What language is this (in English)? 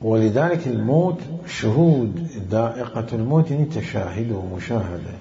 Mesopotamian Arabic